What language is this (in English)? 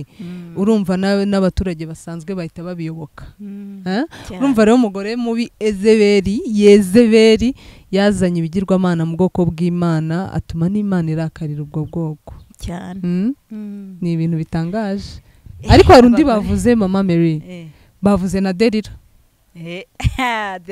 Kinyarwanda